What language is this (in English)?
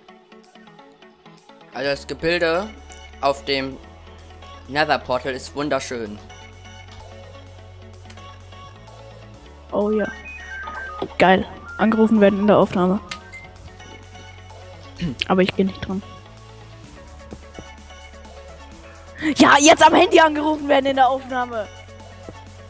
German